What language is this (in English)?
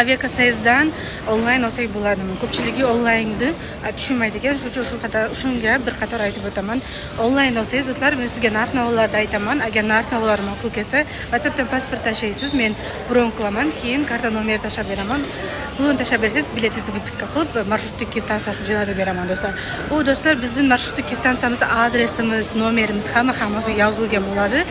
Uzbek